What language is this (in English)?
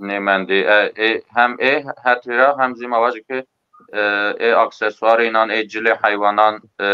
Zaza